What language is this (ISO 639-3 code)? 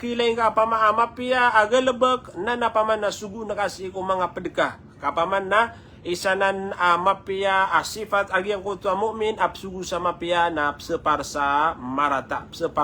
mrw